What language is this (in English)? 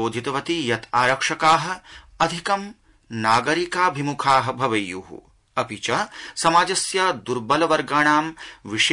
Sanskrit